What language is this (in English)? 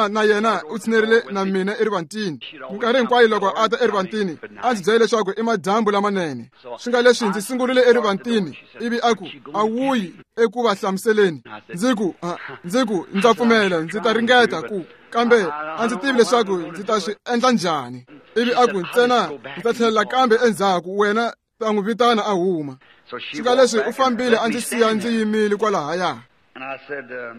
Tsonga